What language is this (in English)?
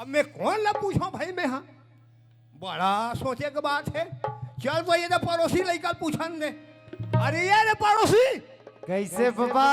Chhattisgarhi